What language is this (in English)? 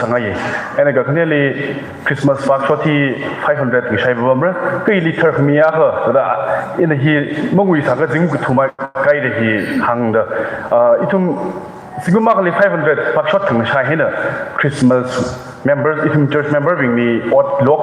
Tangkhul Naga (India)